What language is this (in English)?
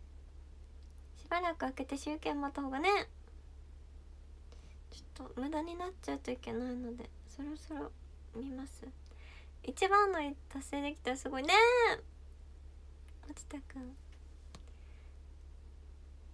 Japanese